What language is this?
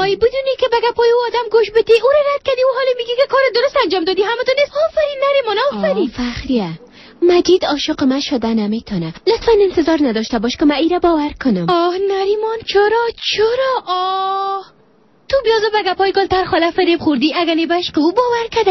Persian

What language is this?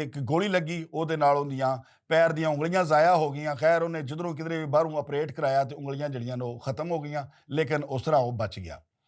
Western Panjabi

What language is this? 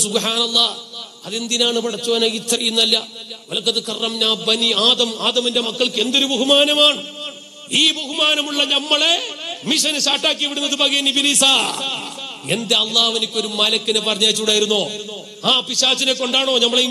Malayalam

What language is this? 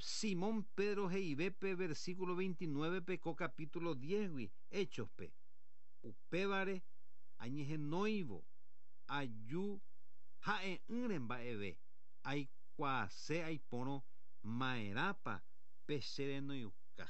Guarani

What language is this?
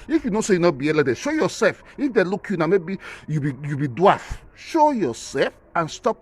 Nigerian Pidgin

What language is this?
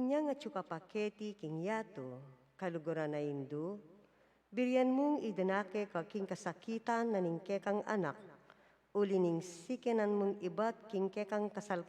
Pampanga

